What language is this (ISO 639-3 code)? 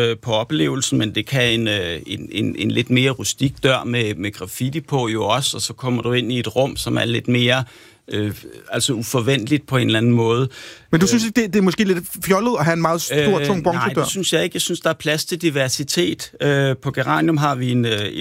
dan